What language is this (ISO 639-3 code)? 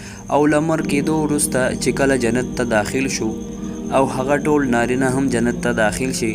pus